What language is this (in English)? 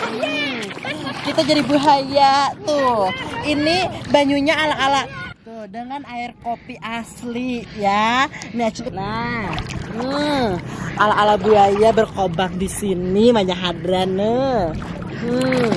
Banjar